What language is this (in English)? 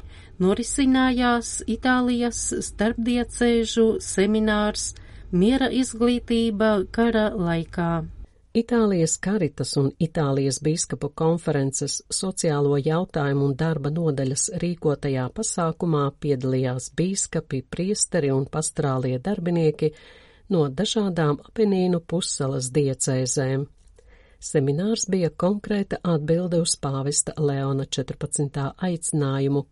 Latvian